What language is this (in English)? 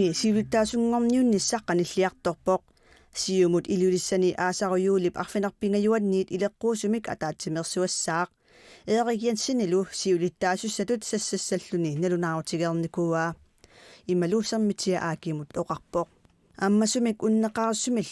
Kalaallisut